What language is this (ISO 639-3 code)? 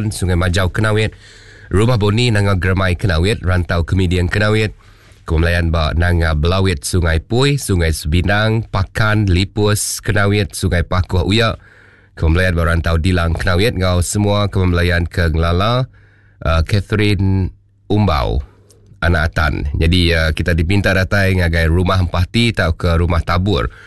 iba